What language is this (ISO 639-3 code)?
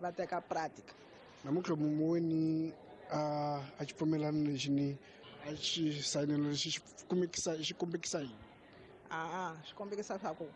tso